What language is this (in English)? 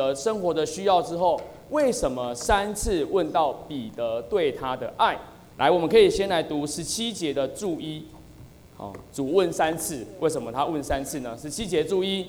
Chinese